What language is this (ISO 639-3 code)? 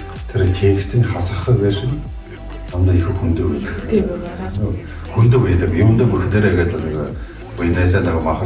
bua